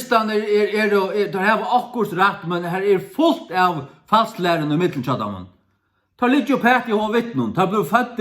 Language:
Faroese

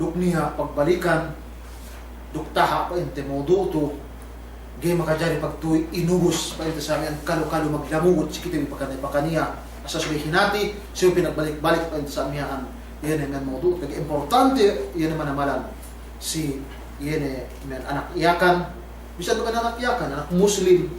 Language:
Yakan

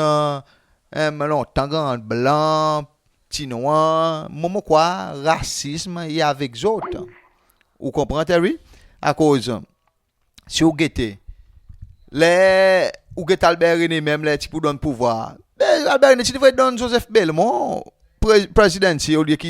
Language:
Seselwa Creole French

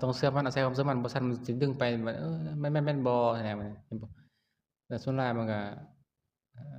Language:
Lao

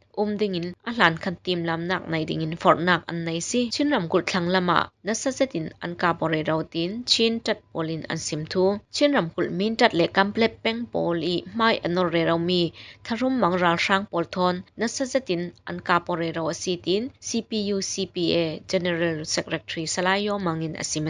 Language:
Falam Chin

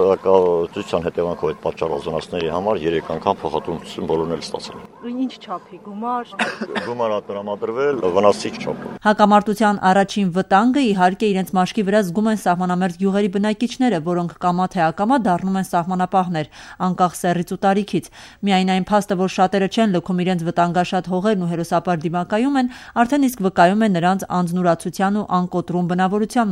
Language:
Armenian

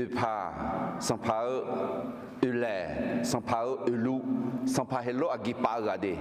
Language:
Akha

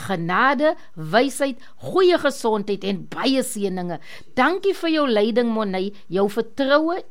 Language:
Afrikaans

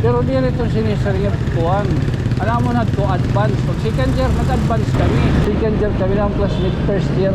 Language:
Waray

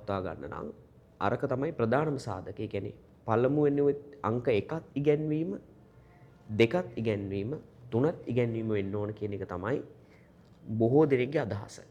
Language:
Sinhala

